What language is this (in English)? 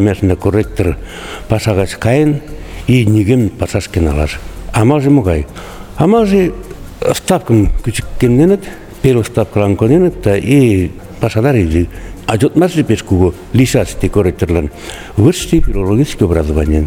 Mari